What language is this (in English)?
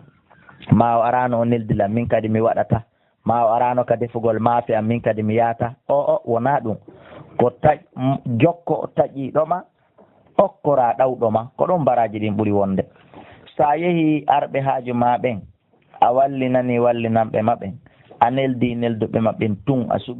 Fula